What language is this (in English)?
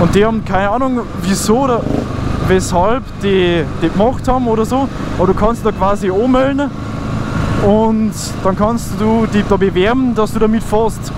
Bavarian